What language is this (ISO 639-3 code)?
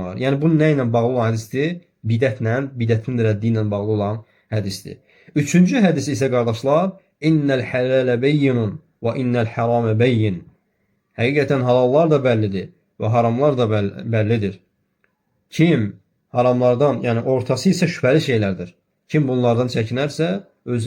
aze